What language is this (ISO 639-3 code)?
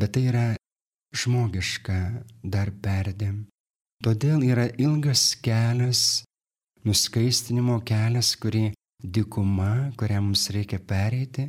lit